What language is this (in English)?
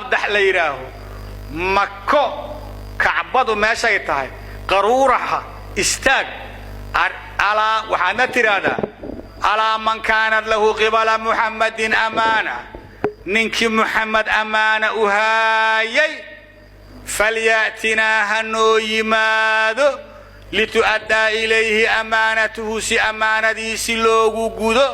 Somali